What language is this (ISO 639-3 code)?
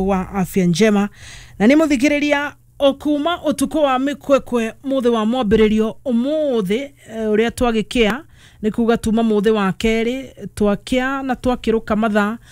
kik